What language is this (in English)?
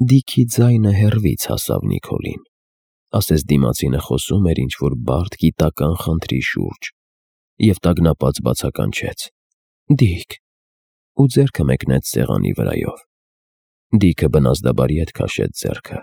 Armenian